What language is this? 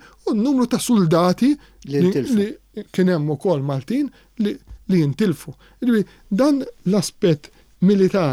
Maltese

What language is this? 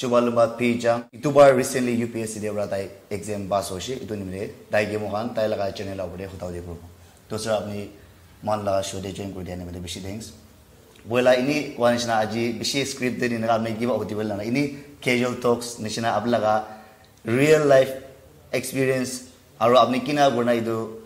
Naga Pidgin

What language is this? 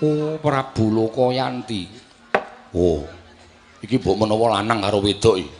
Javanese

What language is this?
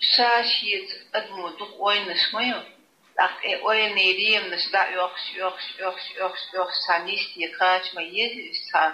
Chechen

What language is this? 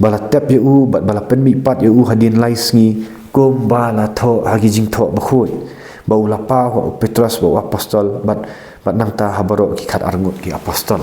Khasi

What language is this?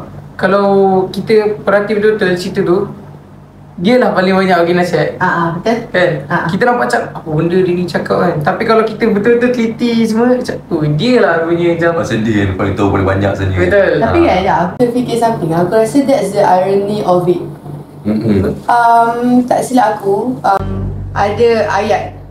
Malay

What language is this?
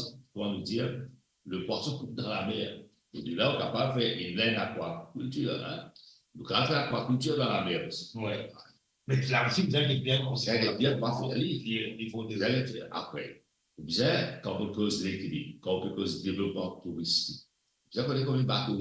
Morisyen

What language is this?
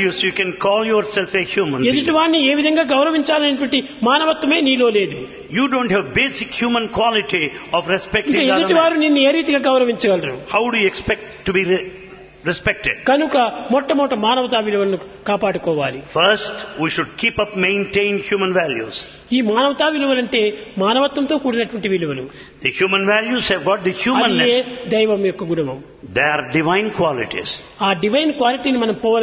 Telugu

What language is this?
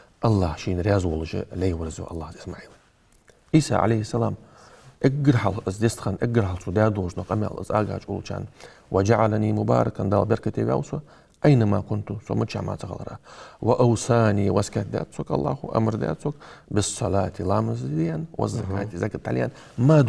Ingush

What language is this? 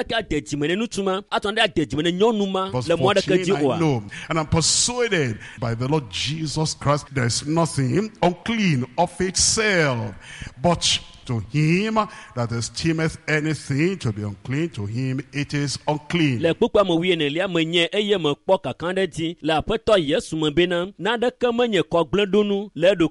Ewe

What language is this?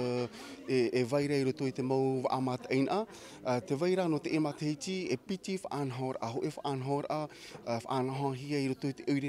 Tahitian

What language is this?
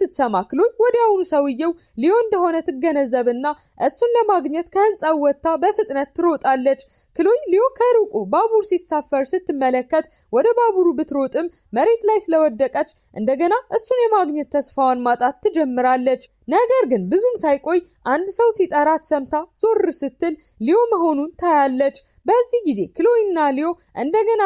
Amharic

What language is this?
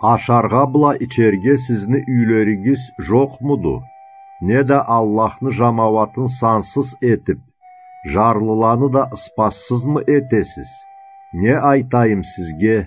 Karachay-Balkar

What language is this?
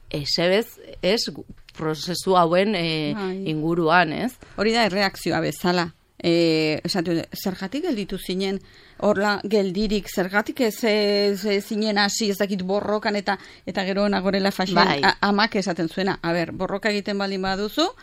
Basque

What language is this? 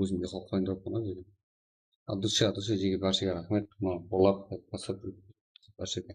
Kara-Kalpak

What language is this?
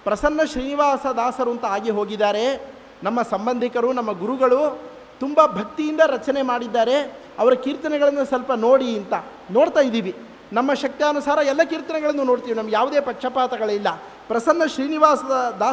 Kannada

